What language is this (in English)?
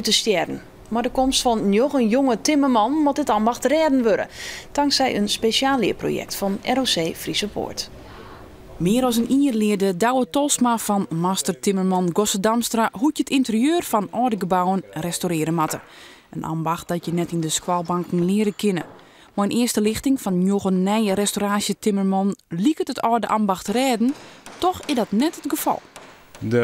Western Frisian